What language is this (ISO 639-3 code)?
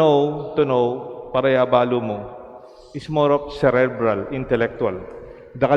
pam